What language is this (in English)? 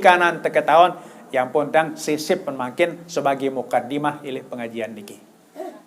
Sasak